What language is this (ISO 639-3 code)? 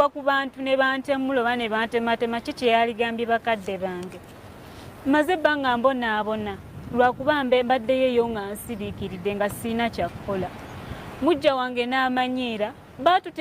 lug